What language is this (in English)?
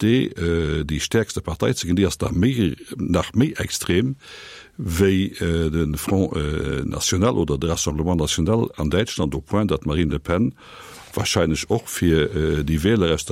Luxembourgish